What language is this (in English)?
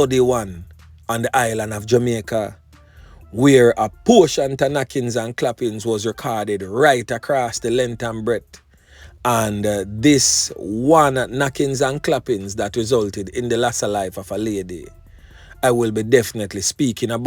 Jamaican Creole English